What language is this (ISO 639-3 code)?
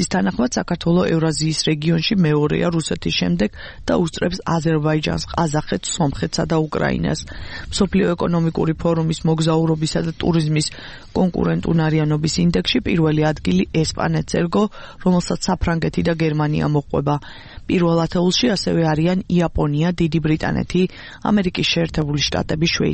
kat